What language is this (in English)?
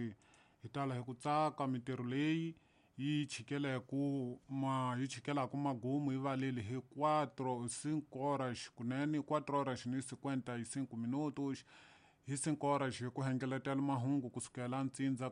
Tsonga